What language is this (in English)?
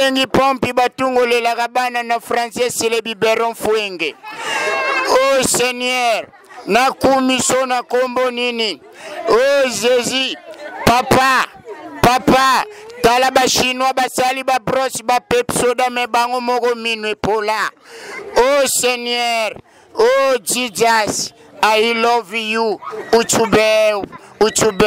Lingala